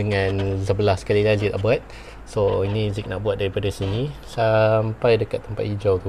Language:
Malay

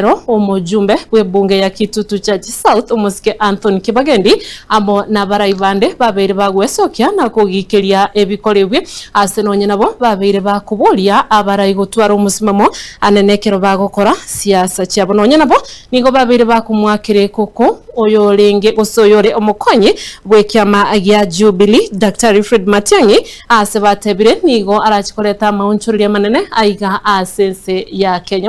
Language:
Gusii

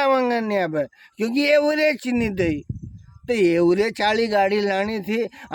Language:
Rajasthani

